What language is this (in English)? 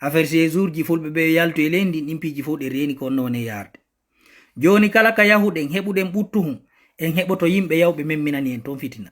Fula